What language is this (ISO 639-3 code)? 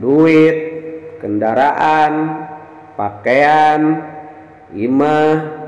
sun